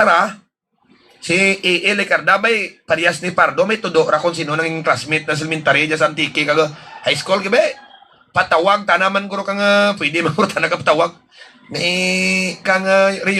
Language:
Hiligaynon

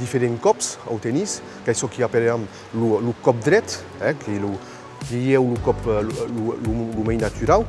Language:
Occitan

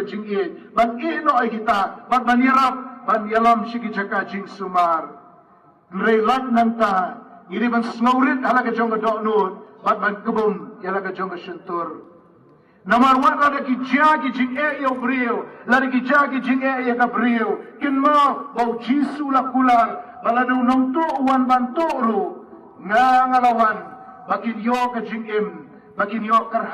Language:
Khasi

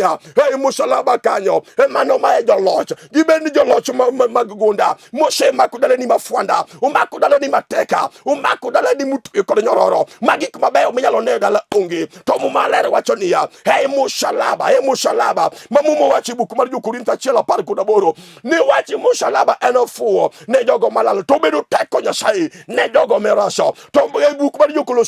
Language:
Luo (Kenya and Tanzania)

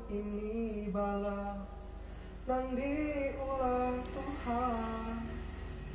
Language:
Banjar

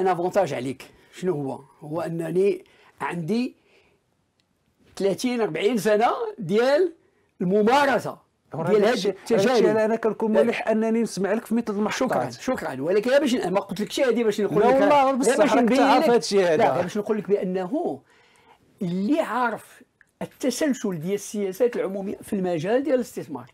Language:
Moroccan Arabic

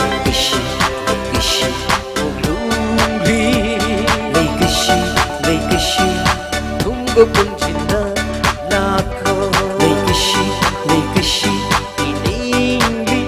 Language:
Tangkhul Naga (India)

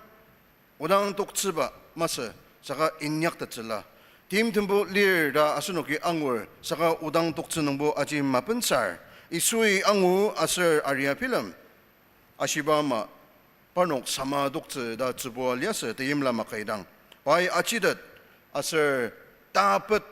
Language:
Ao Naga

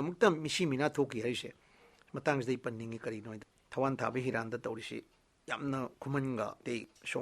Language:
Manipuri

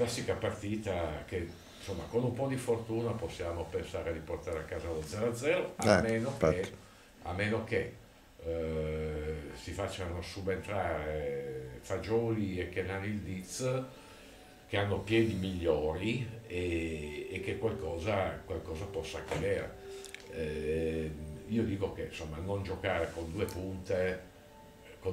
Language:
Italian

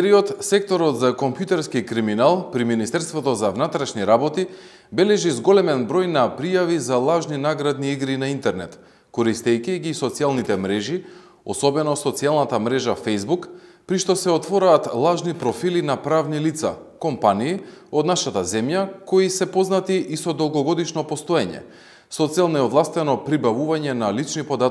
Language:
Macedonian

